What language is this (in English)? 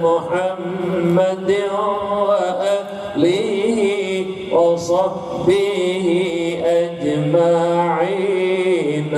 Achinese